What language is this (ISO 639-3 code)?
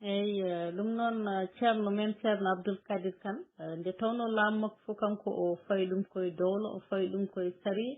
ful